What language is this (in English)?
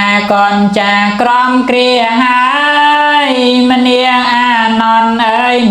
Khmer